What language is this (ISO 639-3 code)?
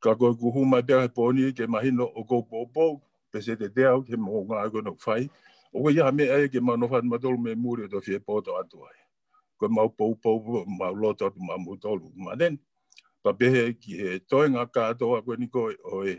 ton